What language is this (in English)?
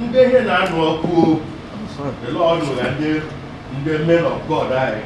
Igbo